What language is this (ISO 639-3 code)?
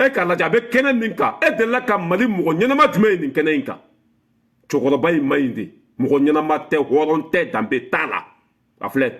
bam